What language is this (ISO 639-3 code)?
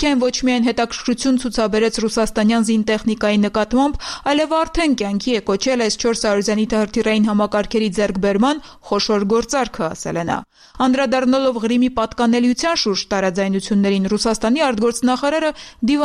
hye